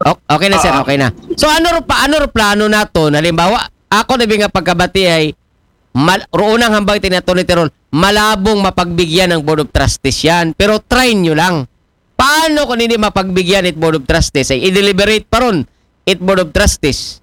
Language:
Aklanon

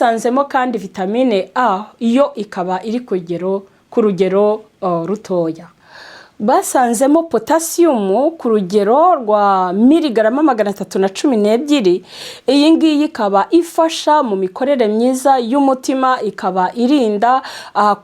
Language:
Kinyarwanda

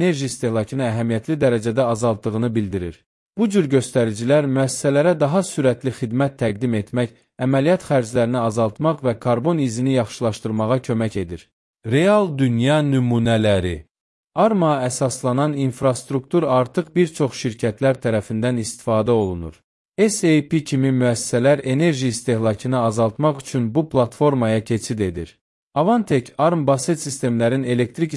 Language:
Azerbaijani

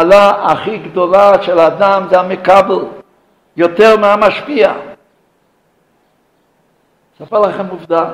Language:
Hebrew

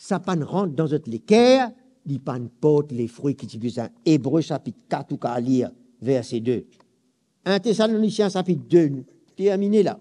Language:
Morisyen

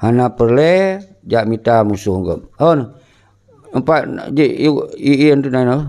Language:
Achinese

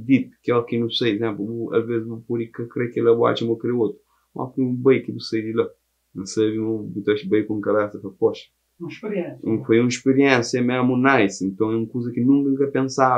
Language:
Kabuverdianu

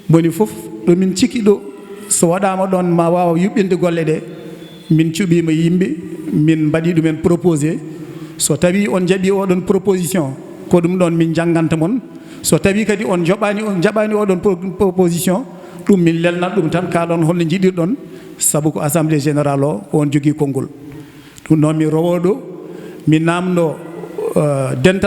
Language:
Fula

